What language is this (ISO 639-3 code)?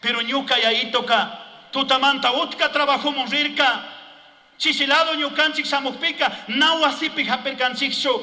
qug